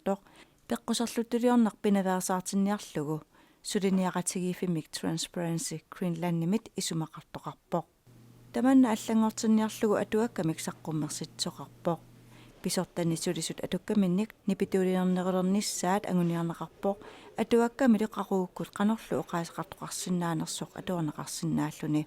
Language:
Kalaallisut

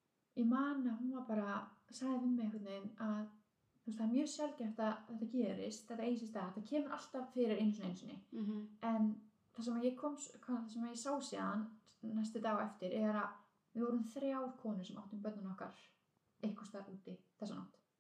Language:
Icelandic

